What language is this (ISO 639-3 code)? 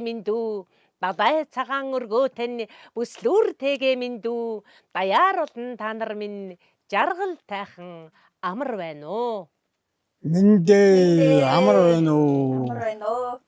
mon